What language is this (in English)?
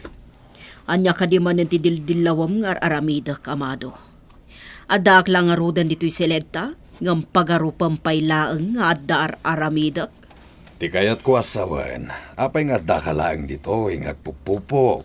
Iloko